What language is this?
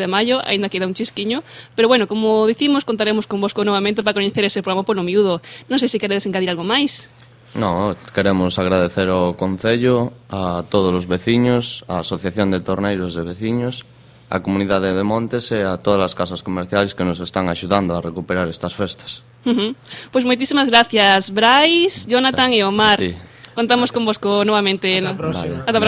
Galician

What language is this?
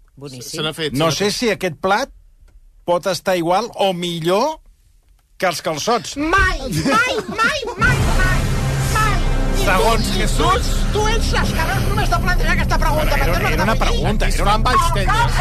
Catalan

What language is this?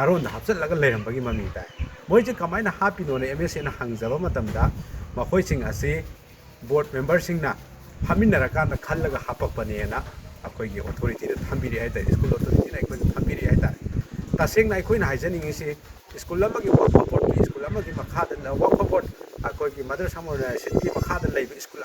Manipuri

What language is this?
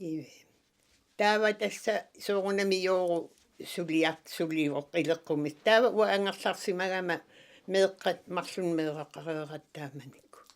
Kalaallisut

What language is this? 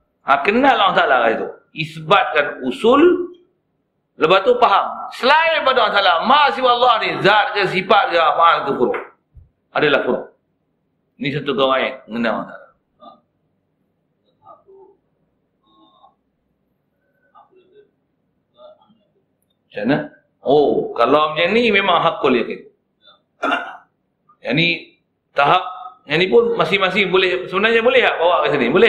Malay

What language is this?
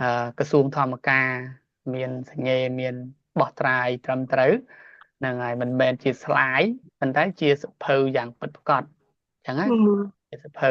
Khmer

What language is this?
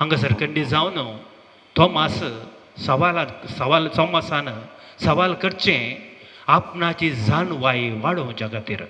Konkani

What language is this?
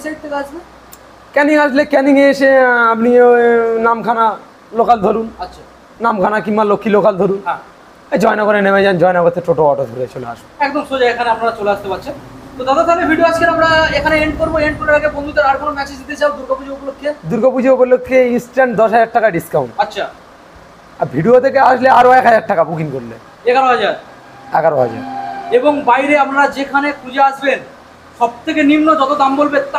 Bangla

